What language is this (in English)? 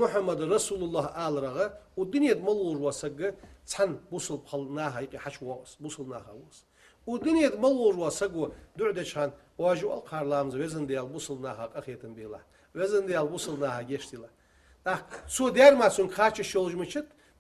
Ingush